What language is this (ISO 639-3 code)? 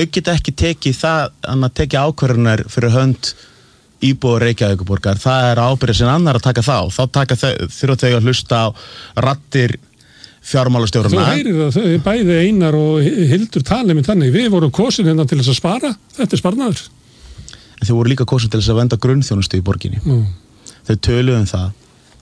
isl